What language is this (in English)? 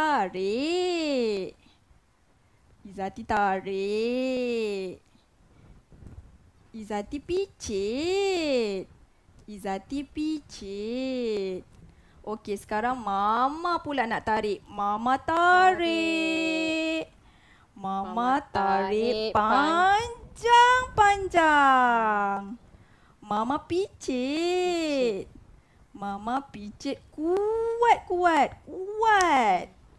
Malay